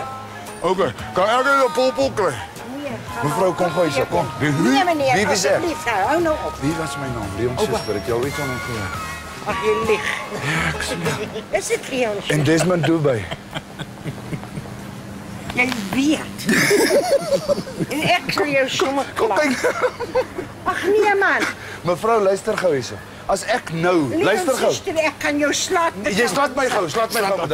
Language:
Afrikaans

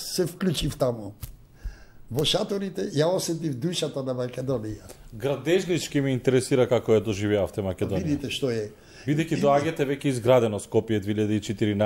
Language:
Macedonian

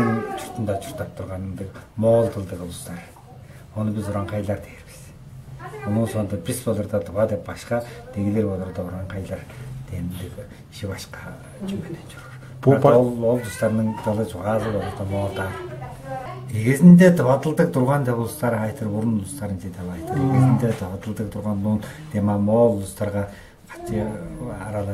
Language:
Tuvinian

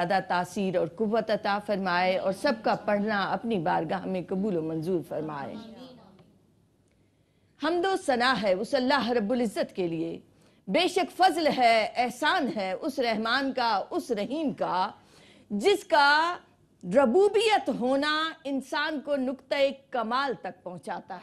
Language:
Urdu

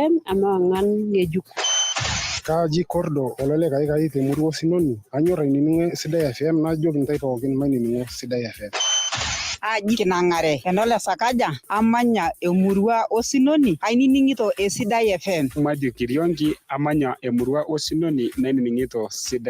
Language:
Masai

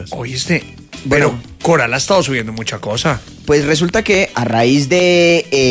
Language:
Spanish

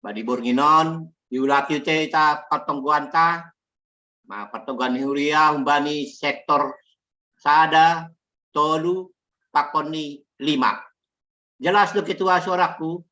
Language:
Batak Simalungun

